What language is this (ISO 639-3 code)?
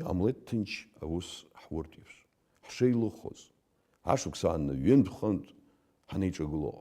abk